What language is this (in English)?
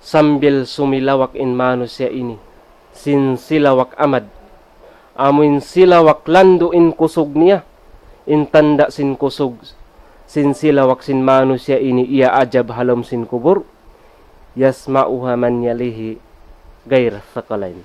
Tausug